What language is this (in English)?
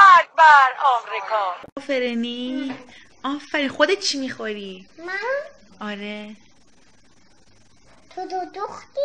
Persian